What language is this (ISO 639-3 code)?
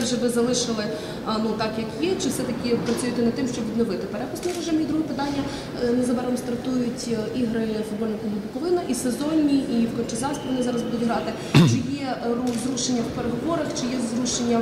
ukr